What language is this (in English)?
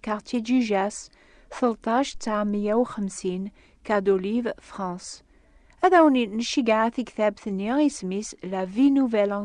Kabyle